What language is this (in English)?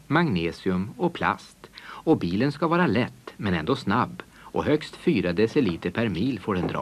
Swedish